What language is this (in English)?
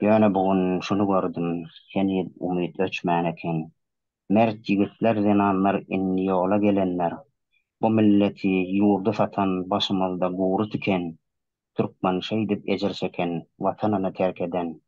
Turkmen